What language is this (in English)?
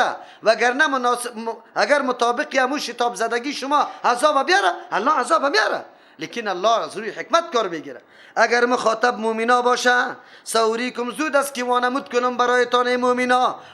Persian